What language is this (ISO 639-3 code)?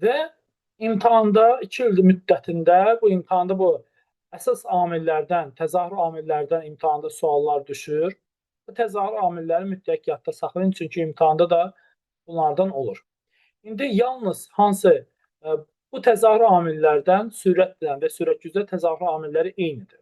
aze